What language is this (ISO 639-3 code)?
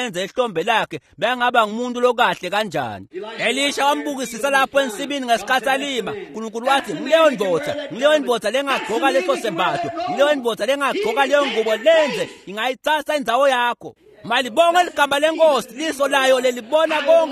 ssw